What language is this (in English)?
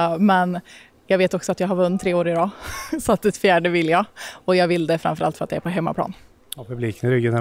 Swedish